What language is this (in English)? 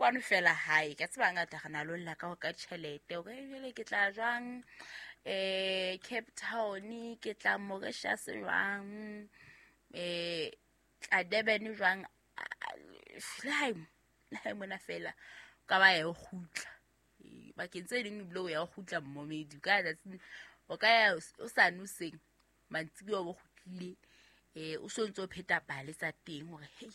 Southern Sotho